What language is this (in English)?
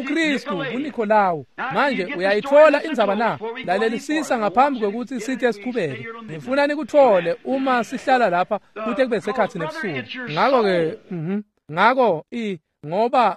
Swati